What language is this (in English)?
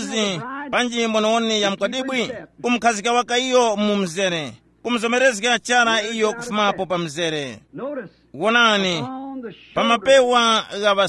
Tumbuka